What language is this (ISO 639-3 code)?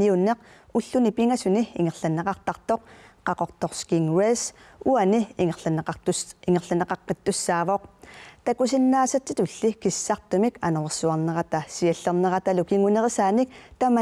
kal